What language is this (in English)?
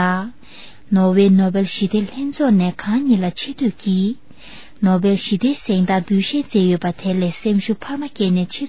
Tibetan